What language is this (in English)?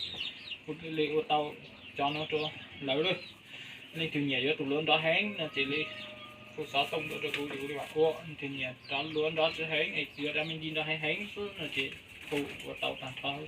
Hmong